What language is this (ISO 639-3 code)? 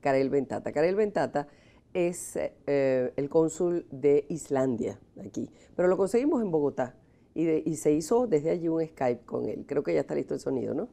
spa